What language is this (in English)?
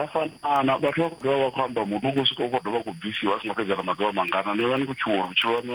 Venda